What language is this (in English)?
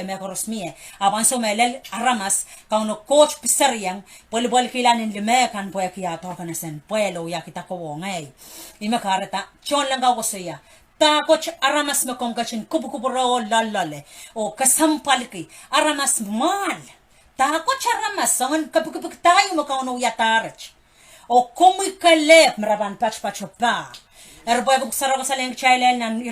Pohnpeian